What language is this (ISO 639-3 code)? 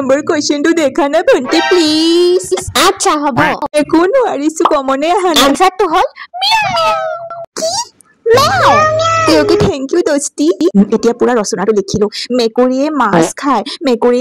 asm